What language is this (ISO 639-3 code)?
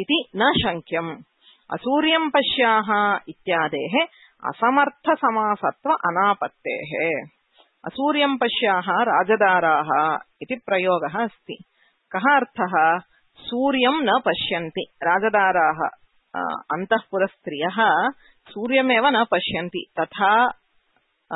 san